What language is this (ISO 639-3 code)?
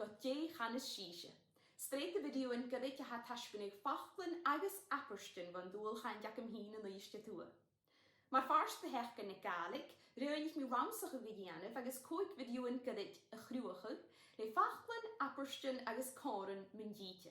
gla